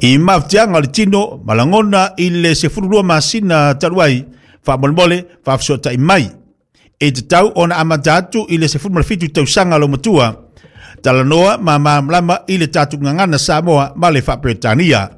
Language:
Samoan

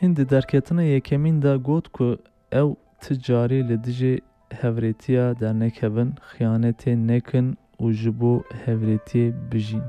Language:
Kurdish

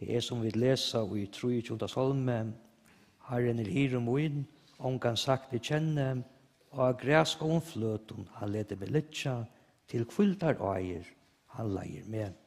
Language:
Faroese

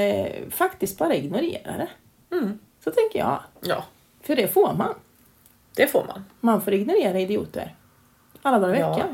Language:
Swedish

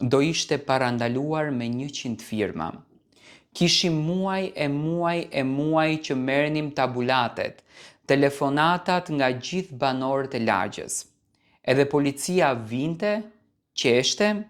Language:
Albanian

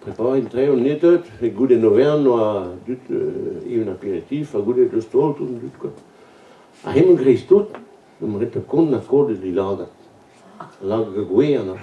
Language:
Breton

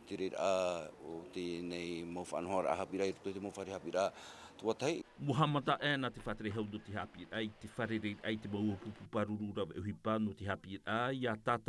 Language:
Tahitian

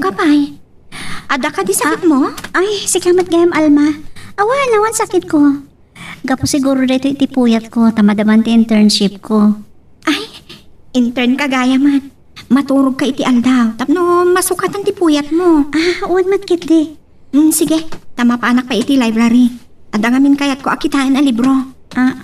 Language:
Iloko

